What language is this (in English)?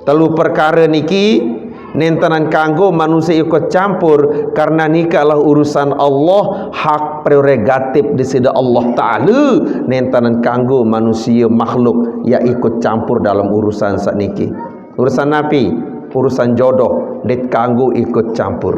Sasak